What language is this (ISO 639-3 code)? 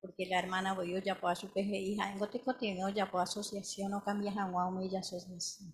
grn